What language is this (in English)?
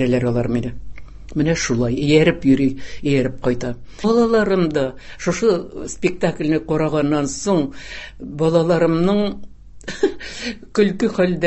Tatar